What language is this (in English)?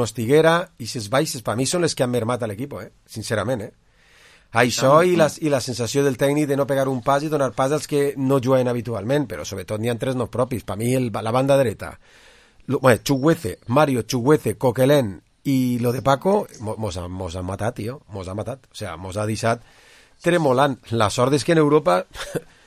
Catalan